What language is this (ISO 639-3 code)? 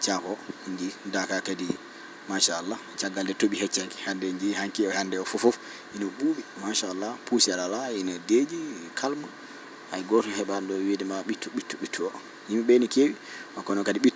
ful